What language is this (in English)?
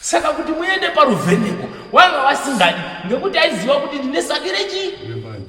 Shona